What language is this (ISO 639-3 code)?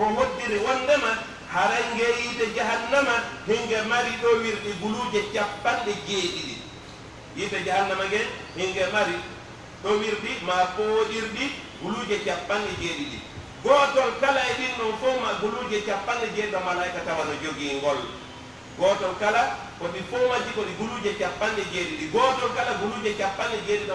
fuf